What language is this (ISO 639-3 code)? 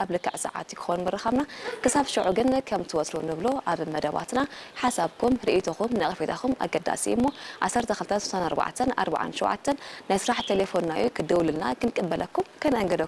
tir